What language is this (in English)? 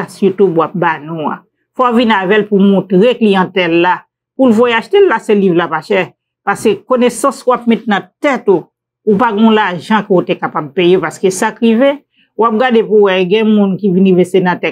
Haitian Creole